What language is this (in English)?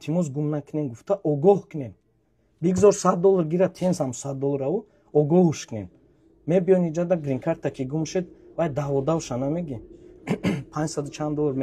Tajik